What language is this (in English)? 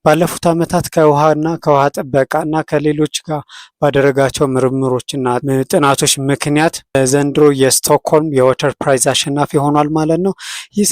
Amharic